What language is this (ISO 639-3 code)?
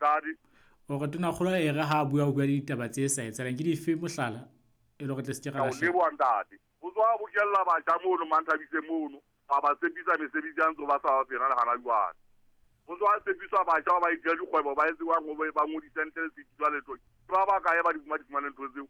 sot